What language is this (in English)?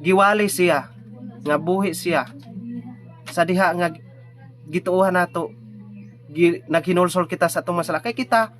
Cebuano